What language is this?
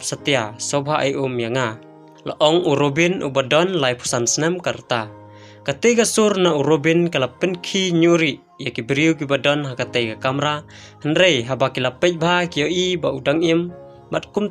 Khasi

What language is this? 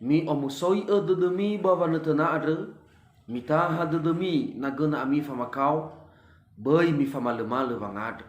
Nias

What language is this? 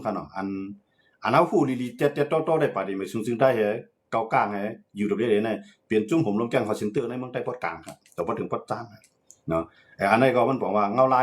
Shan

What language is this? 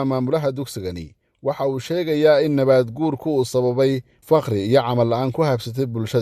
Somali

